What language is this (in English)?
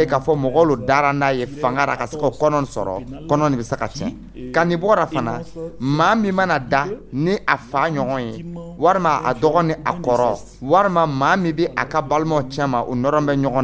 Dyula